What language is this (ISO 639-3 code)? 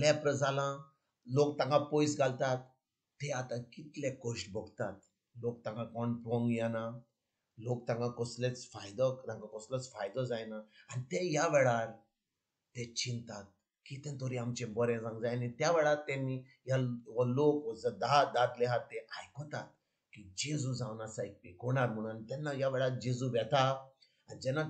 kok